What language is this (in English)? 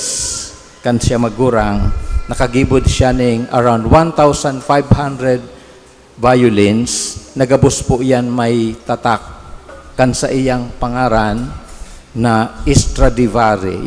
Bikol